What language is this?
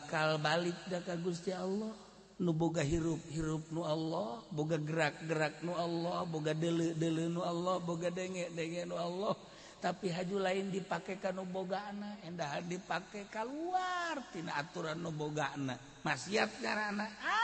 Sundanese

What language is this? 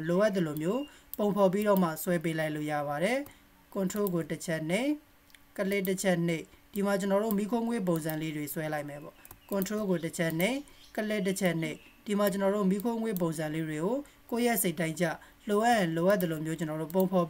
Burmese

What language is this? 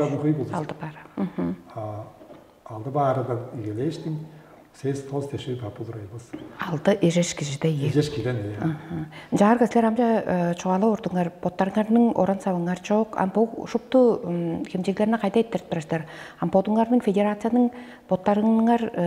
Tuvinian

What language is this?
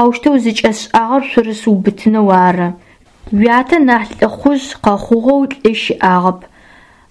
Adyghe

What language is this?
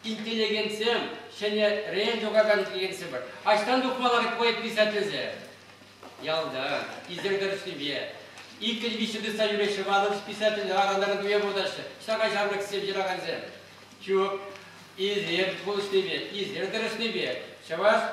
Chuvash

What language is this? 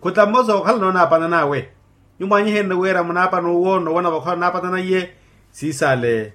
Makhuwa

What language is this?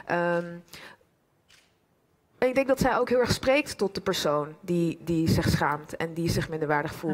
Dutch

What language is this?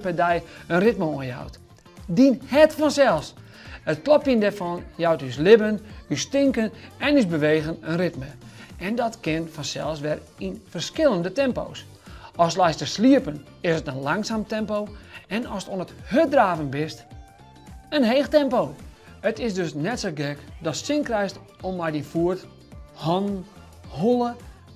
Western Frisian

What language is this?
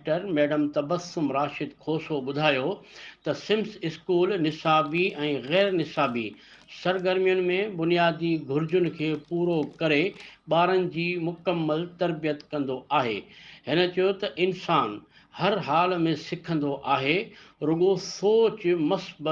Sindhi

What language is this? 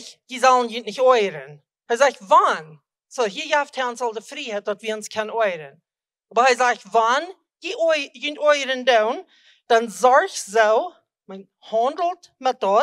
Plautdietsch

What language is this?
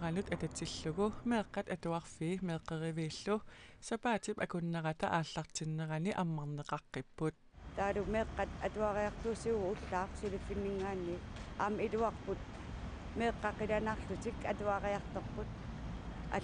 Kalaallisut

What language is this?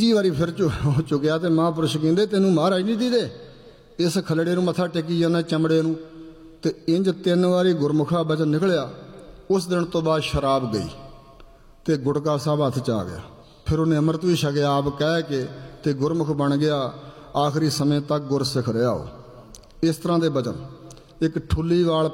Punjabi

